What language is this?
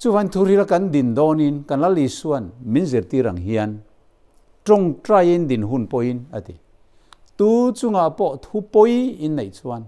Mizo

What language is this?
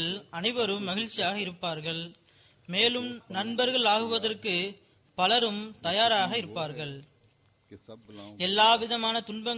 Tamil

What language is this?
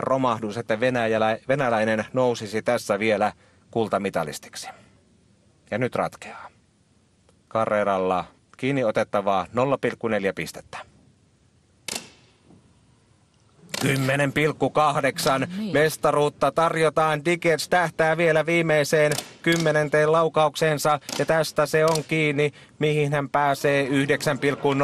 Finnish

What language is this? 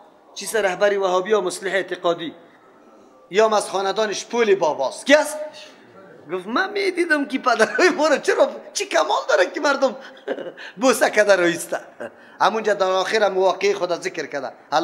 Persian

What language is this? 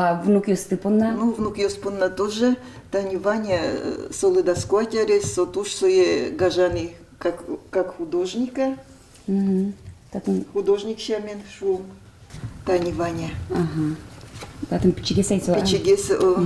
Udmurt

